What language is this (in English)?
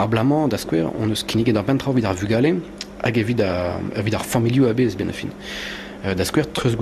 Breton